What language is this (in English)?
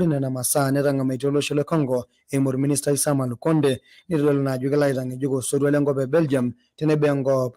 Masai